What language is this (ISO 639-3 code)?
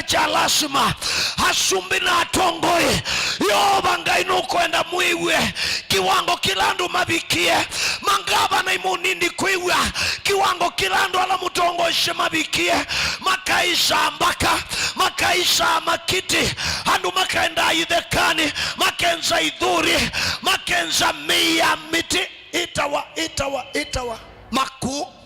kam